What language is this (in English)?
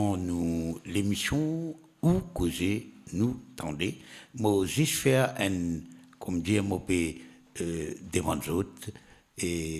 Morisyen